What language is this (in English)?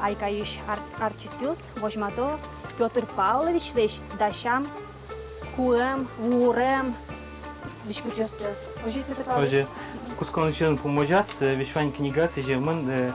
Udmurt